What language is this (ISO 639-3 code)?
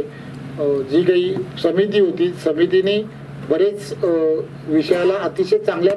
mar